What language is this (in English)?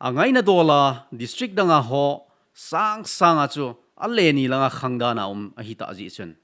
Thado Chin